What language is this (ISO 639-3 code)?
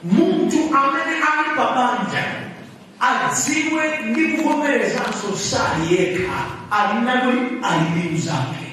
nya